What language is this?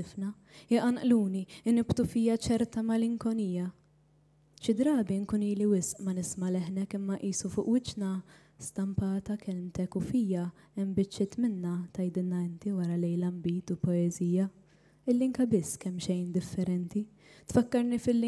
Maltese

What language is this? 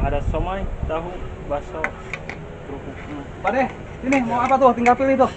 Betawi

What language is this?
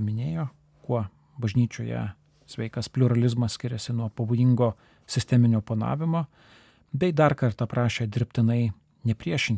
Lithuanian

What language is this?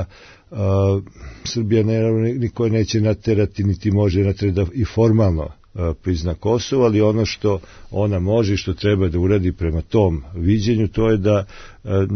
Serbian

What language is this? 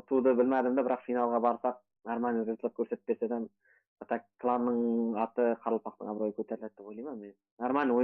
Kara-Kalpak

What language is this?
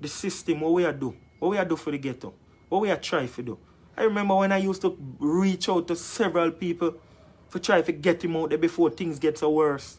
Jamaican Creole English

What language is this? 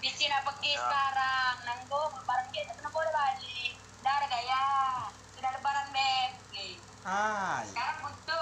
Musi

